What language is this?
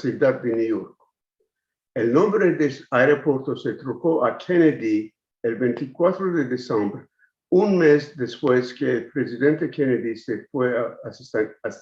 Ladino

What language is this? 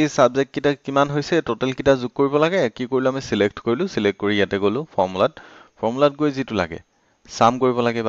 Assamese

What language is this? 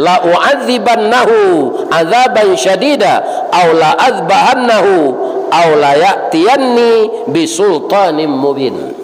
Minangkabau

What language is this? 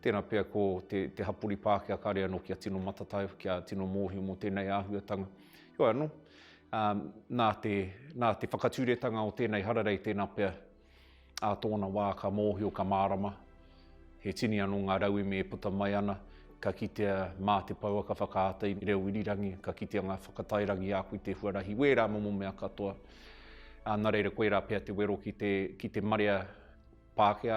Māori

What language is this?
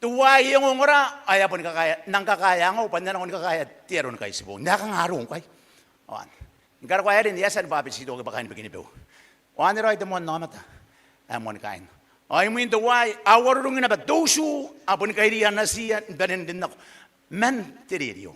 Gilbertese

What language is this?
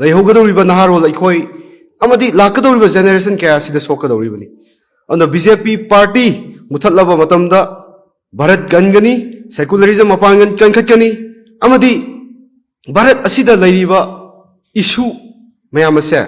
Manipuri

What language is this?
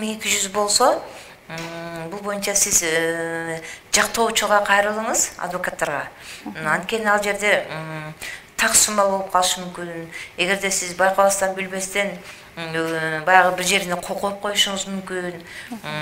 Kyrgyz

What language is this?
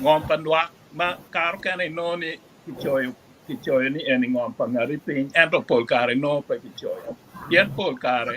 Acoli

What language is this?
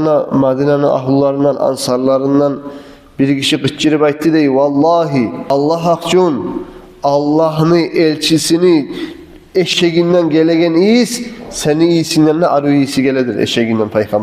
Kumyk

